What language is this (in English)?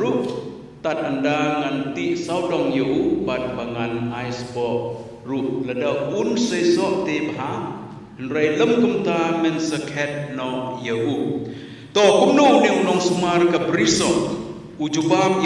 Khasi